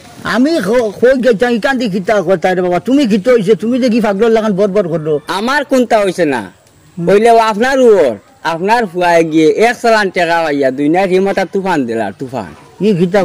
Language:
Sylheti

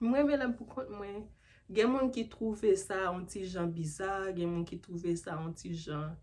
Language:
Haitian Creole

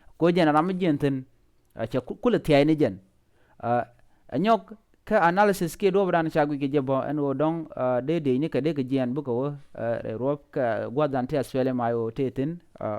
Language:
Nuer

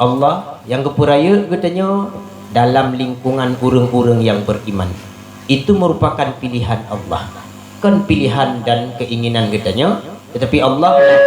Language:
Achinese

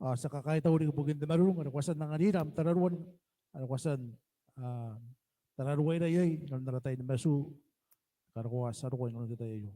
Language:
Gilbertese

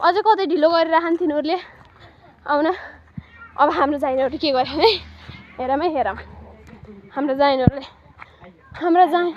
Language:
Nepali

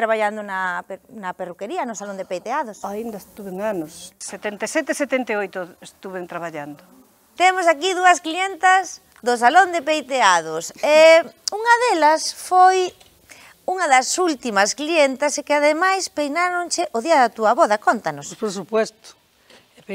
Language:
Galician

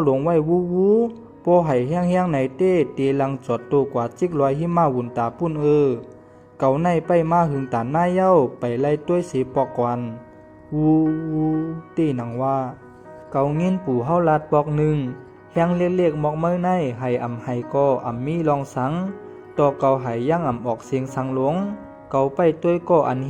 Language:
Shan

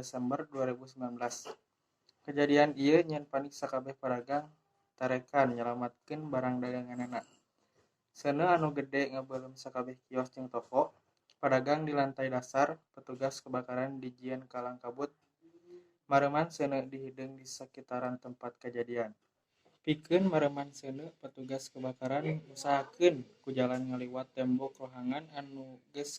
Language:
Sundanese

